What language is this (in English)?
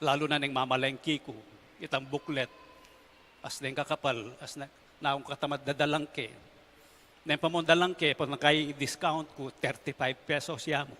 Pampanga